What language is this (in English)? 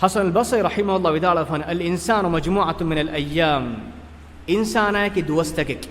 Divehi